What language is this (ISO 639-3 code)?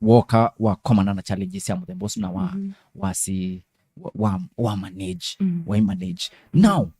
kam